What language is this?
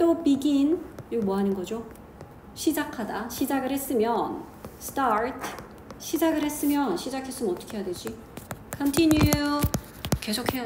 Korean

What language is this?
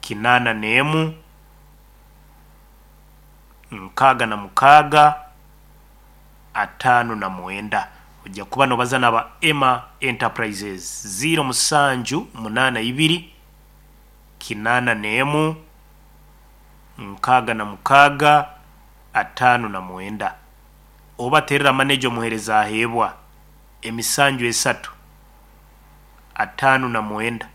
Nyoro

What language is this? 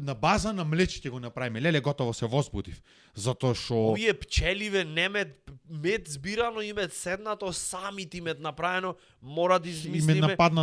Macedonian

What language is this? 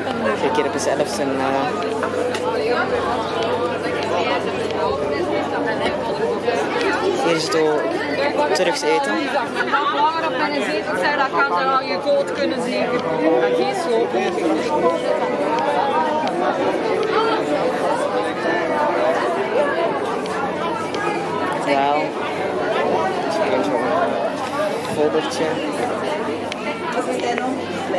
Dutch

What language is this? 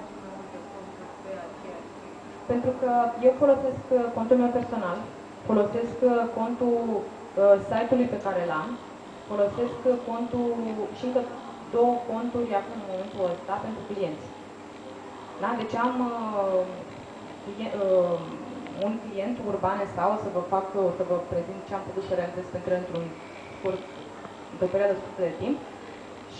Romanian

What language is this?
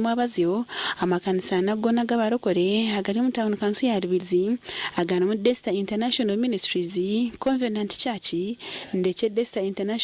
Nyankole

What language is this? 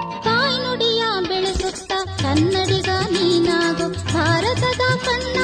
Kannada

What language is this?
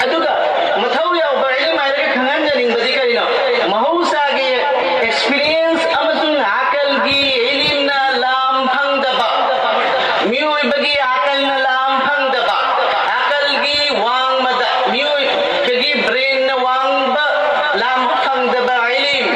Manipuri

